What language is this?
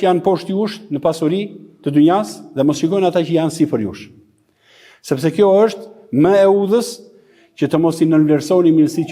Albanian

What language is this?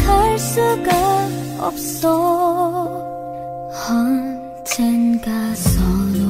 Korean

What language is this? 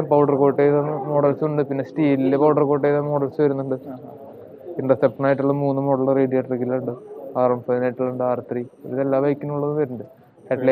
Malayalam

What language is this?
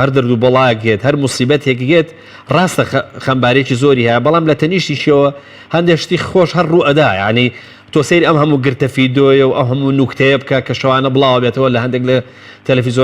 Central Kurdish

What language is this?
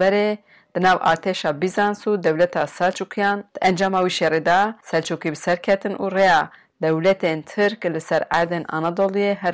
Kurdish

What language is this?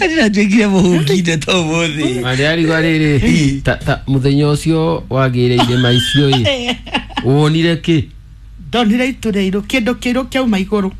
Kikuyu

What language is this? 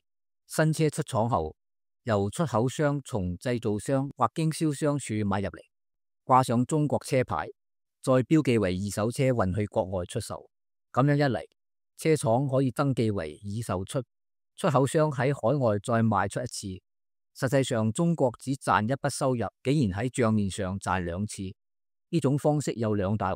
Cantonese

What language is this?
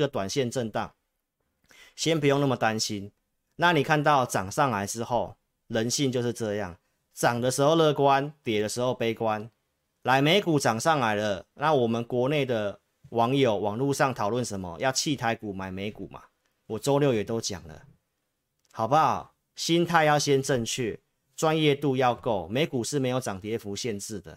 Chinese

